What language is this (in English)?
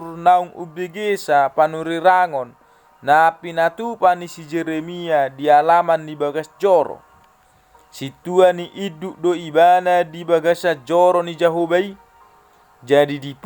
Batak Toba